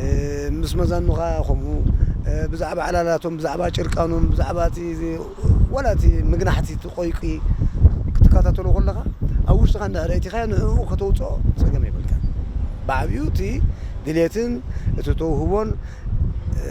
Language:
Tigrinya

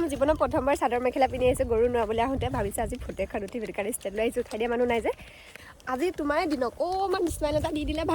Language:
Assamese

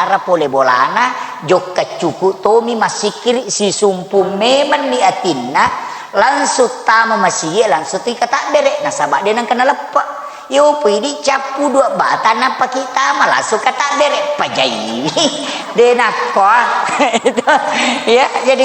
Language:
Buginese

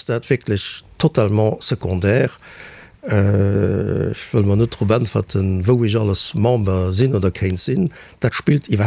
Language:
Luxembourgish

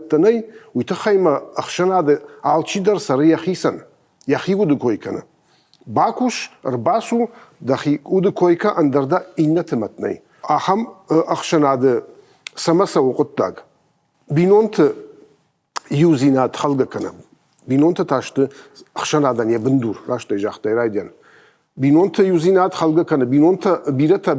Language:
Ossetic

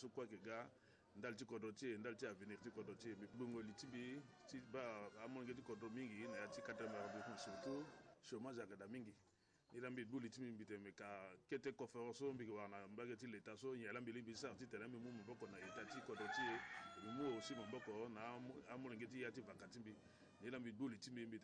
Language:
Sango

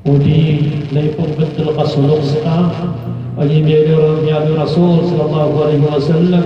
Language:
Maranao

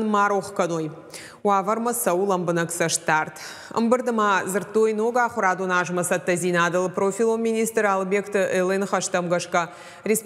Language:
Ossetic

